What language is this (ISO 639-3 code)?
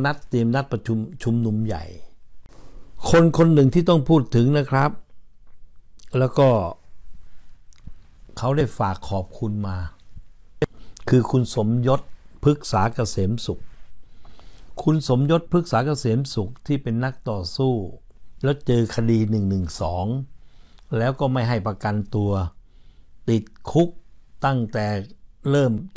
tha